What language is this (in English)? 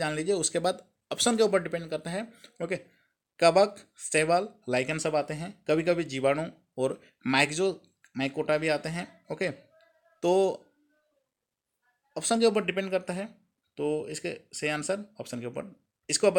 Hindi